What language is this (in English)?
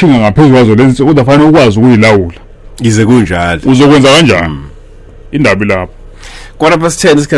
Zulu